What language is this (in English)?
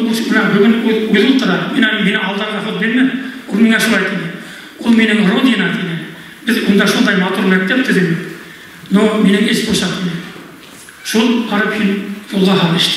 Bashkir